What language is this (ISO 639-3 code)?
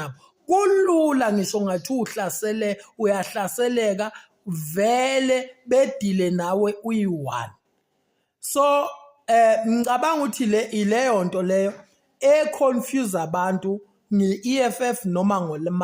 zul